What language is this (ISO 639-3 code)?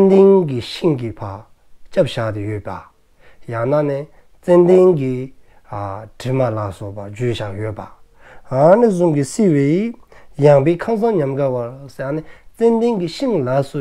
dzo